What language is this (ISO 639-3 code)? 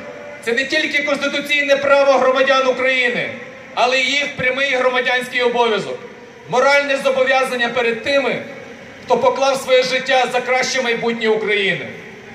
ukr